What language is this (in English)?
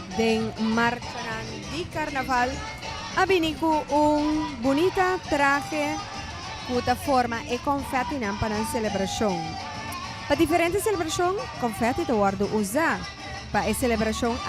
Papiamento